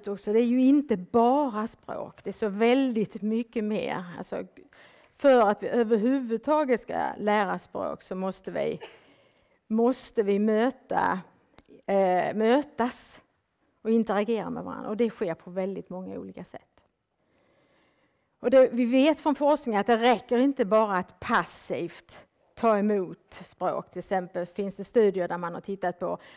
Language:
Swedish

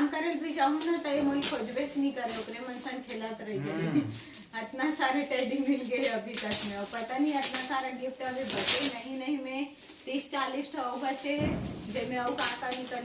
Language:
Chhattisgarhi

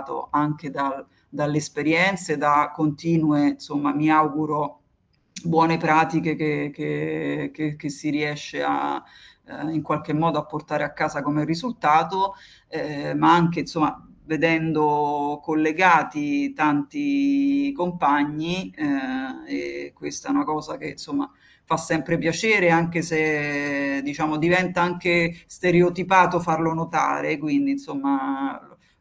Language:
Italian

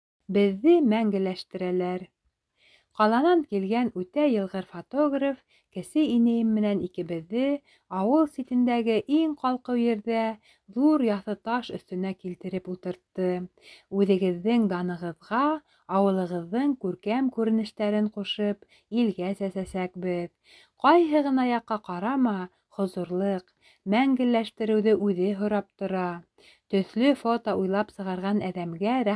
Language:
Bashkir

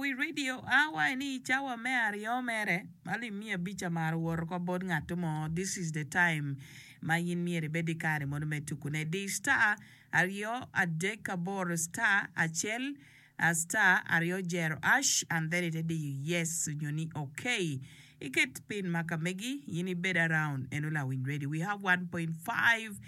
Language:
Acoli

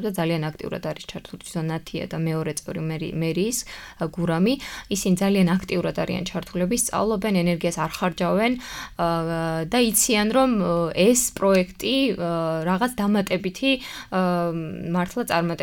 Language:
Georgian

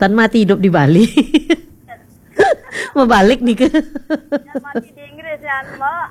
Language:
Balinese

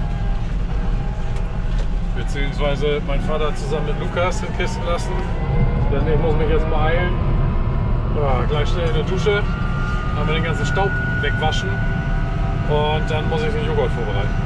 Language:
German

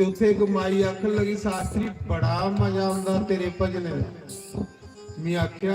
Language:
Dogri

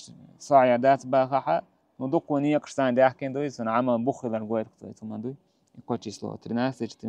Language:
Chechen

